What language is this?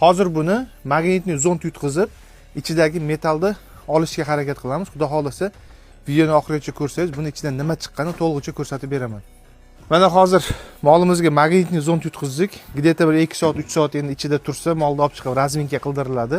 Uzbek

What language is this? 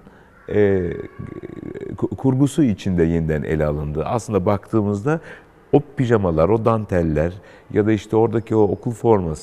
Turkish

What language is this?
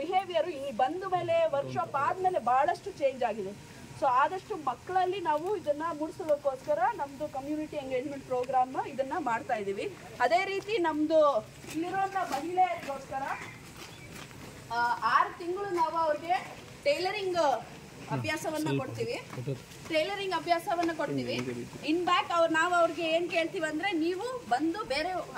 Kannada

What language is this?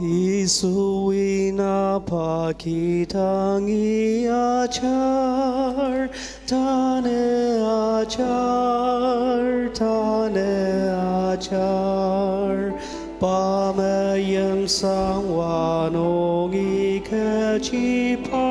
Ao Naga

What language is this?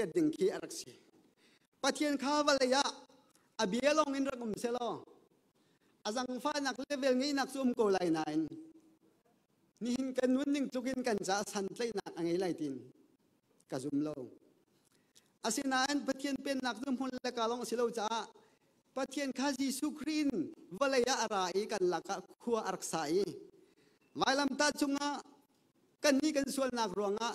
Thai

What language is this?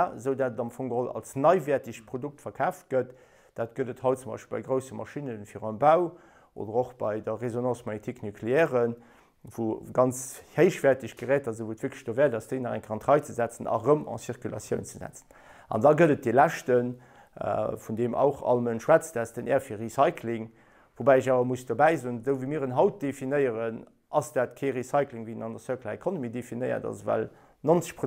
Luxembourgish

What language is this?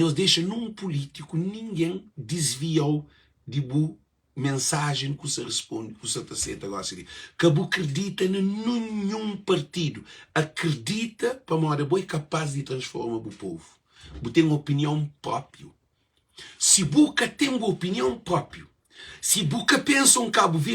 Kabuverdianu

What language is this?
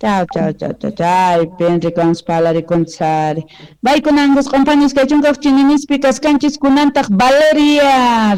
South Bolivian Quechua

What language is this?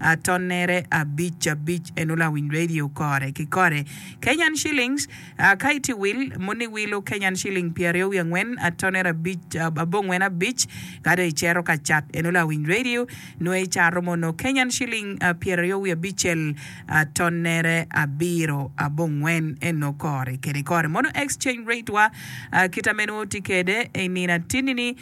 Acoli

